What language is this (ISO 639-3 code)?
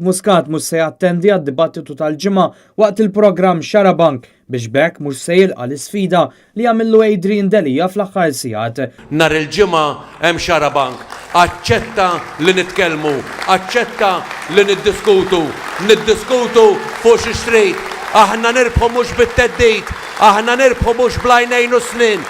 mlt